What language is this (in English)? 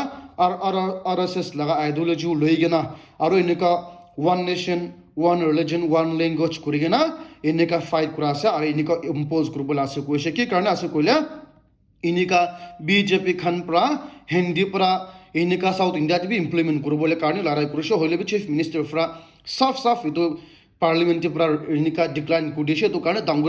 Naga Pidgin